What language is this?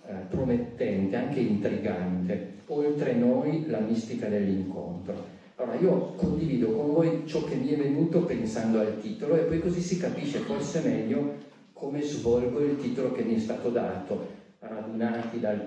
Italian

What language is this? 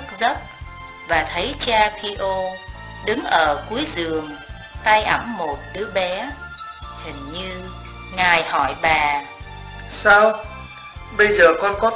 Vietnamese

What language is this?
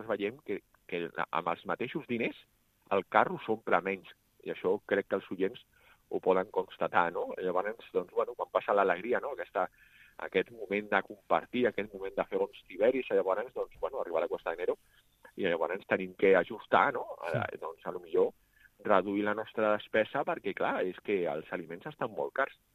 Catalan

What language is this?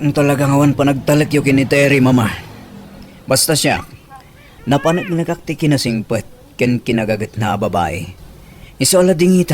Iloko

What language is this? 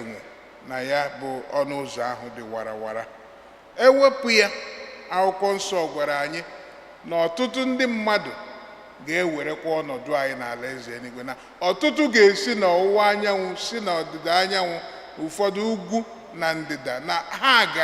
Igbo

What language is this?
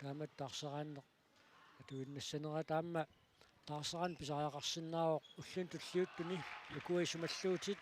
Kalaallisut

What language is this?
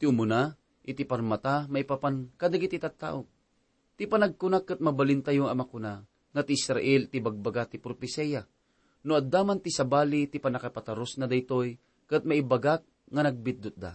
Iloko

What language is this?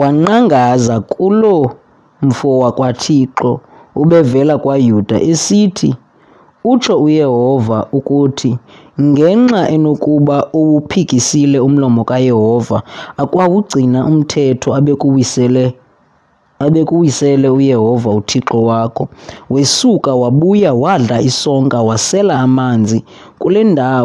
Xhosa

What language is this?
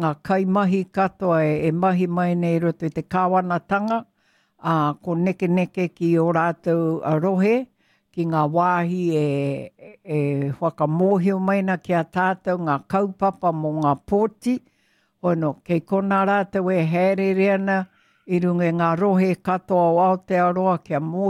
Māori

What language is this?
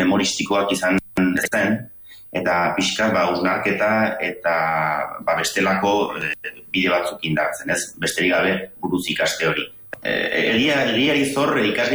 Basque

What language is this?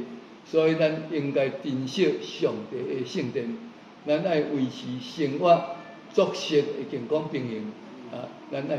Min Nan Chinese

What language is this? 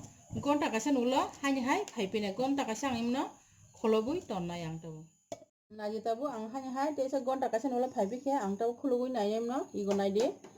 Kok Borok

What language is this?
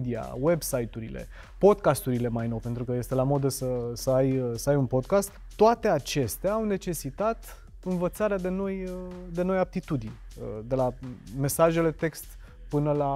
Romanian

